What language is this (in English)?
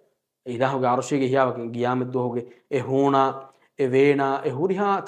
Divehi